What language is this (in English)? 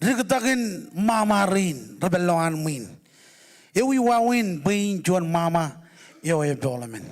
Marshallese